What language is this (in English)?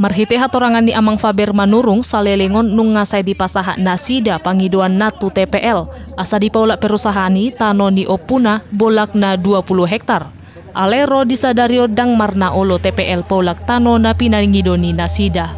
Batak Toba